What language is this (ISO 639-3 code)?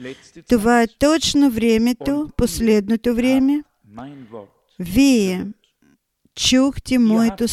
bul